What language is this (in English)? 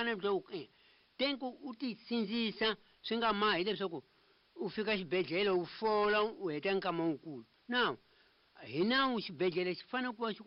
Tsonga